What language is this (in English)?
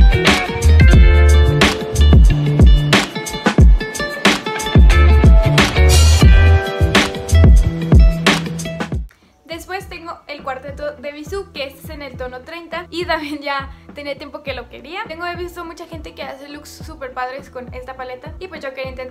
Spanish